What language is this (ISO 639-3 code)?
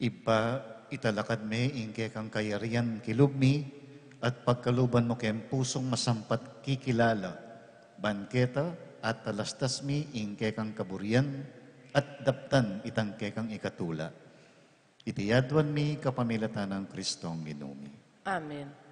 pam